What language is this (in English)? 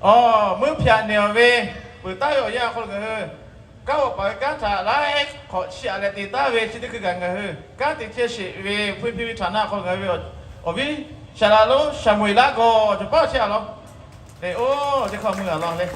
Lahu